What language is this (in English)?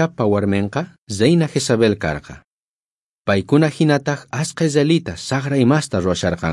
South Bolivian Quechua